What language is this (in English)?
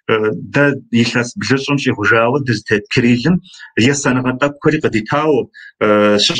Kabardian